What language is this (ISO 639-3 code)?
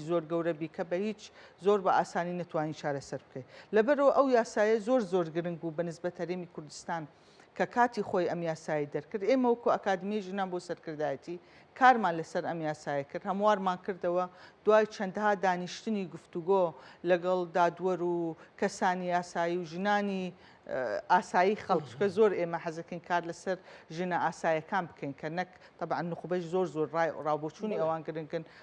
ckb